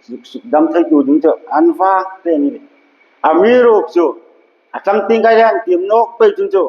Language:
Hmar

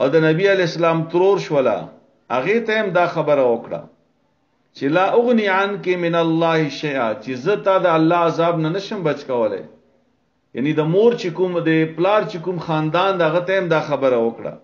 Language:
Pashto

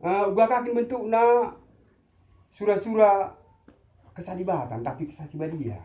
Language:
Batak Karo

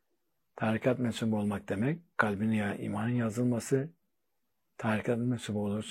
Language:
Turkish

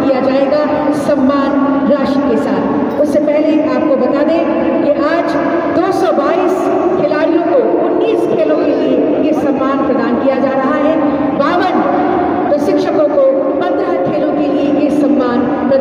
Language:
Hindi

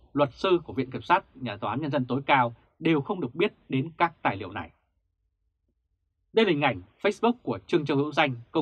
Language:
Vietnamese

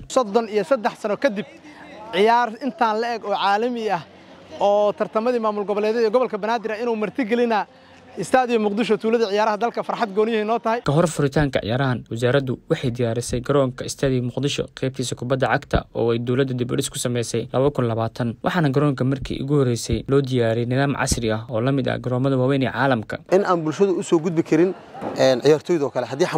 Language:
Somali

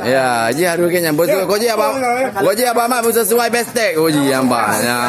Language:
Achinese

